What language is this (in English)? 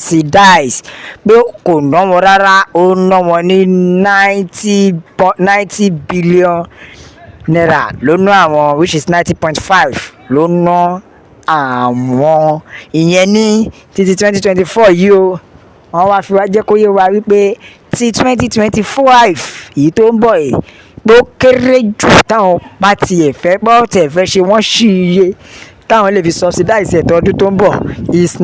Yoruba